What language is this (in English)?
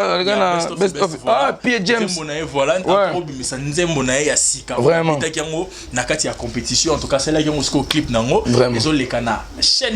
Lingala